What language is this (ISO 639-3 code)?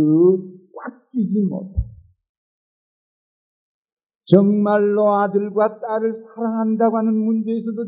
kor